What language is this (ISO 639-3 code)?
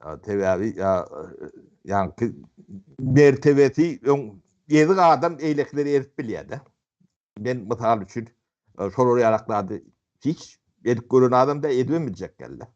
tuk